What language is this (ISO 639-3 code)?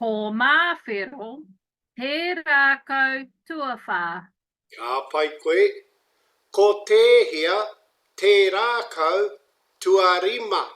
mri